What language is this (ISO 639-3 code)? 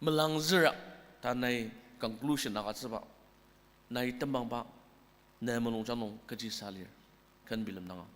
njo